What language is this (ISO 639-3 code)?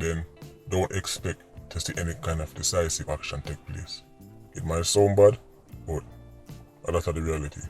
jam